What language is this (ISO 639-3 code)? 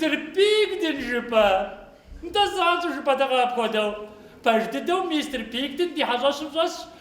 kbd